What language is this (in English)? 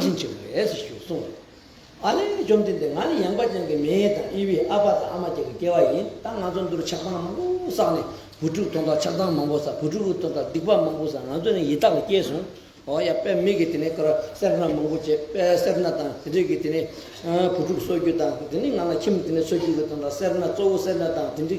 Tibetan